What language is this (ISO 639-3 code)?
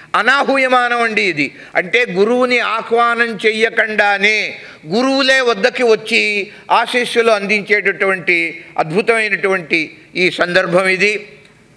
tel